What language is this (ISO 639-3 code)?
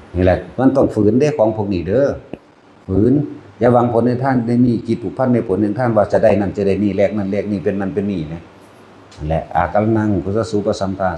tts